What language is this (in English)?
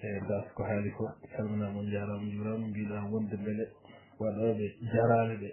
Fula